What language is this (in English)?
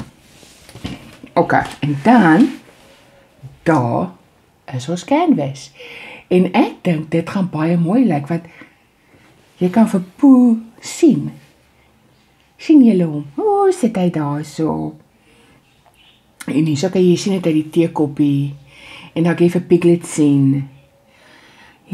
Afrikaans